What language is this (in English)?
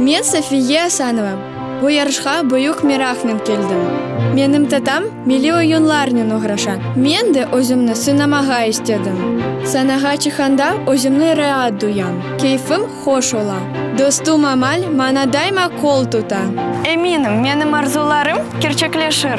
Crimean Tatar